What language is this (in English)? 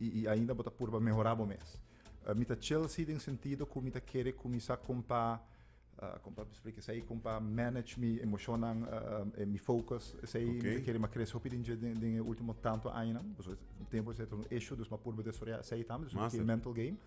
Papiamento